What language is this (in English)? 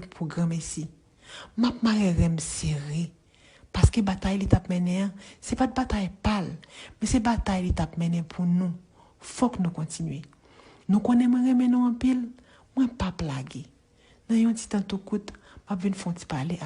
Haitian Creole